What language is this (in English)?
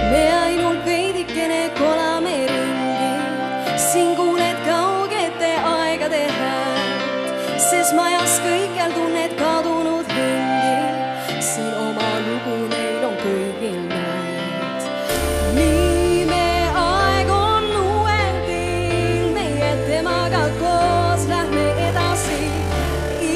Estonian